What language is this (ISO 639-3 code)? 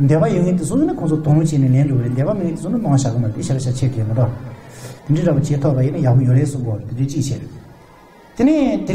bod